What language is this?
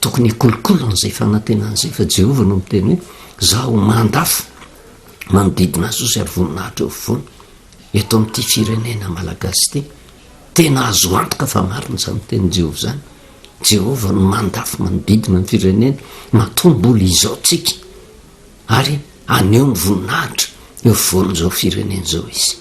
Malagasy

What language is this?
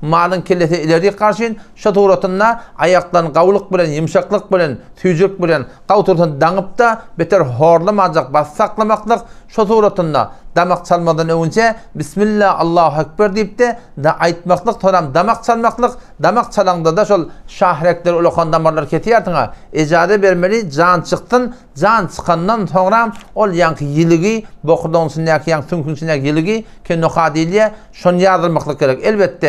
Turkmen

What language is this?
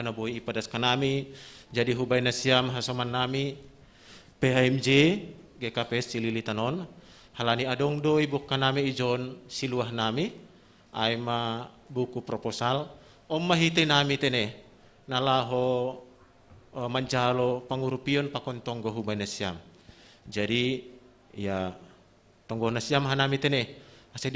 Batak Simalungun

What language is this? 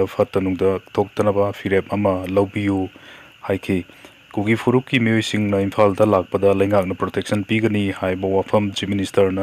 Manipuri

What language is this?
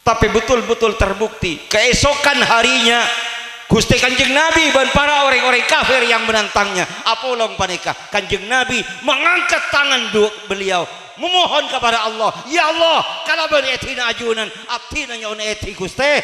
Madurese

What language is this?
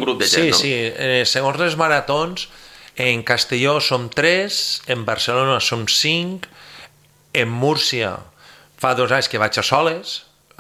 Catalan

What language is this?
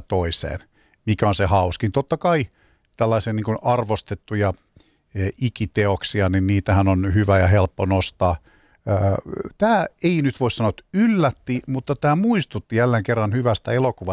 Finnish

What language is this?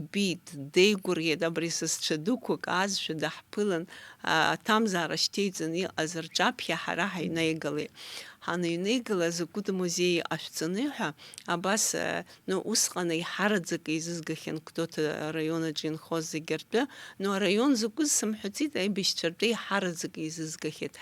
Abkhazian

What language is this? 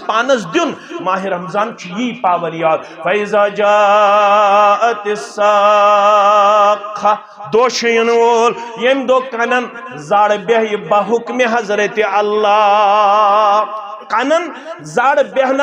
Kashmiri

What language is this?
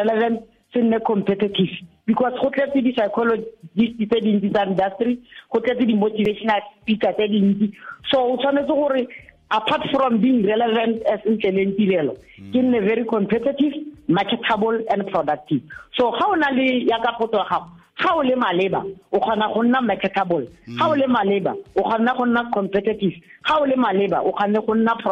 Tswana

